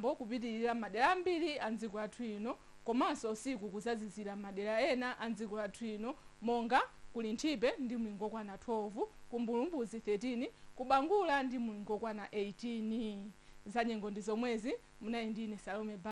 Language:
Nyanja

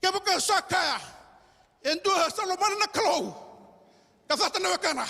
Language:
Fijian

